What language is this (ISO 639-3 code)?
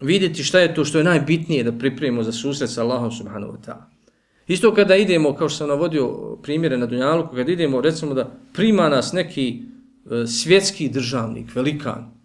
bos